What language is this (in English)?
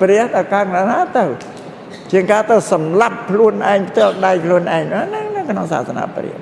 Khmer